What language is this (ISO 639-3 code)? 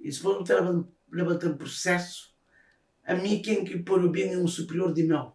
kea